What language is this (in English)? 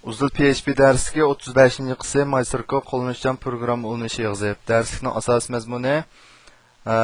Uyghur